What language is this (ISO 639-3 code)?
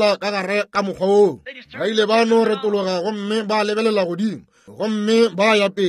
nso